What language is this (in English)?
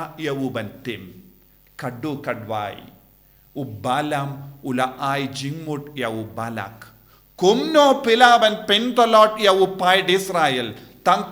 Khasi